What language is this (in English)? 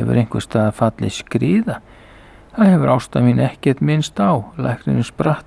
Icelandic